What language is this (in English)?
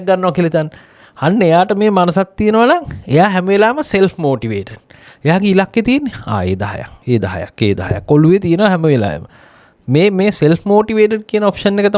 Sinhala